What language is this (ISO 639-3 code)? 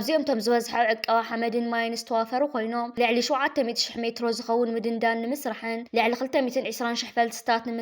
tir